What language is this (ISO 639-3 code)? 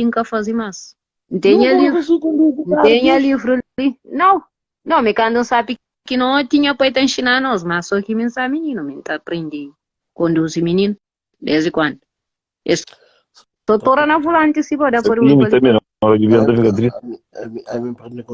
kea